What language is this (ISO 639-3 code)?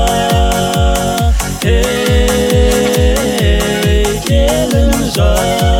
kaz